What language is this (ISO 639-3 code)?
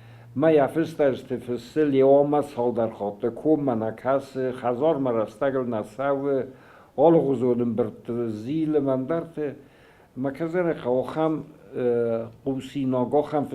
oss